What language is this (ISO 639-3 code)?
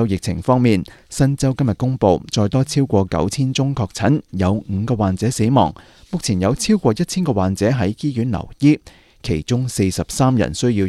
yue